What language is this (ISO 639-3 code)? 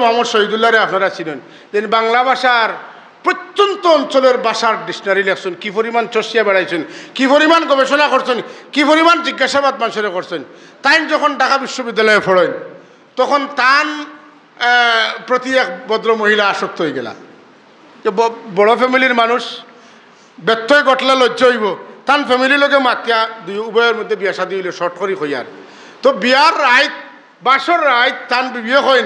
syl